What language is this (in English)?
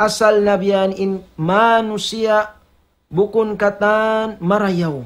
Tausug